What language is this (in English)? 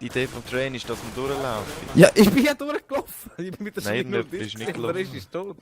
Swiss German